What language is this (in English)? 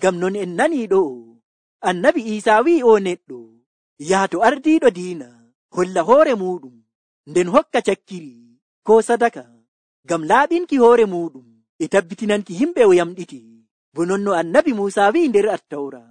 Nigerian Fulfulde